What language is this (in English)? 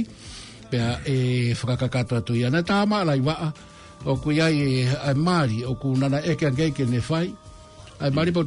Tongan